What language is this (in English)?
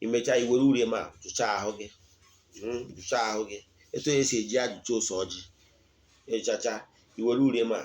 Igbo